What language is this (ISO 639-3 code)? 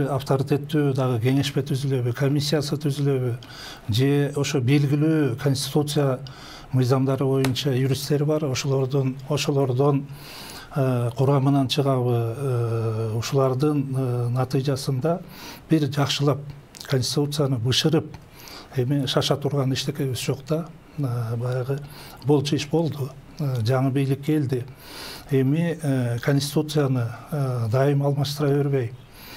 kir